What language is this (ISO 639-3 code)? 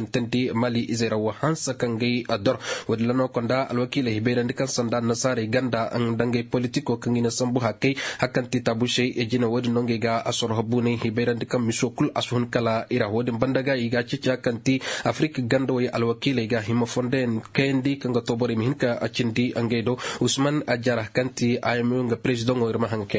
ses